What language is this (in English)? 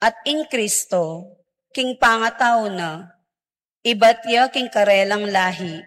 Pampanga